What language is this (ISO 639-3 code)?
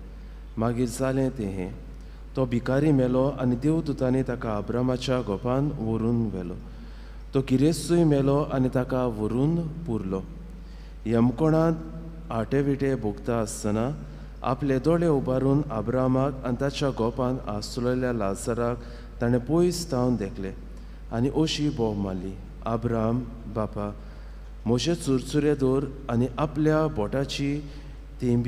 kok